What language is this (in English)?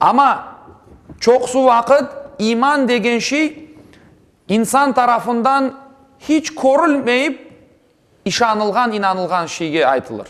Crimean Tatar